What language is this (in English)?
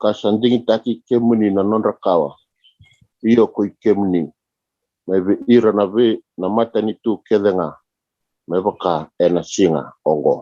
Fijian